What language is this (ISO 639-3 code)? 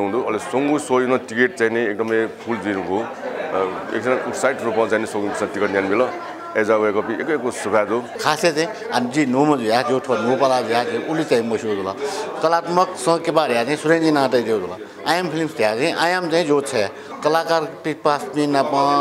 new